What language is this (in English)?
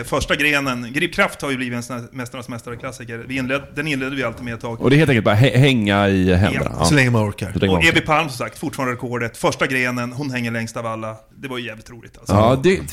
Swedish